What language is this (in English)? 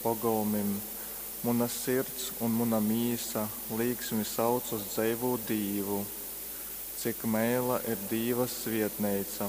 Latgalian